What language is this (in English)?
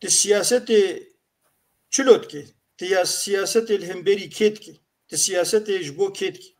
Kurdish